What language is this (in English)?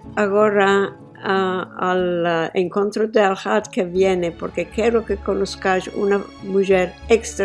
Ladino